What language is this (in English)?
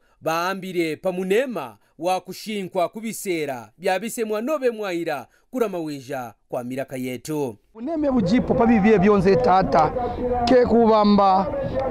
Kaonde